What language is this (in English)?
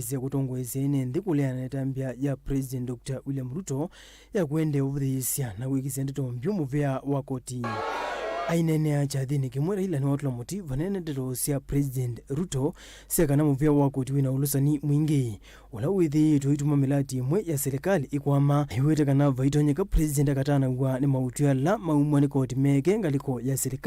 Kamba